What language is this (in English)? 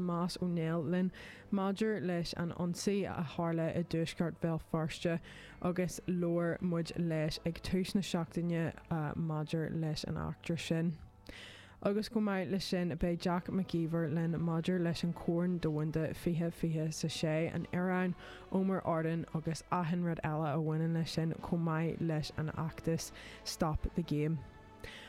Irish